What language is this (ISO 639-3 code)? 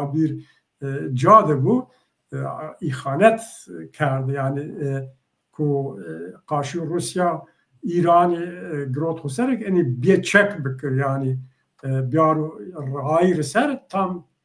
zza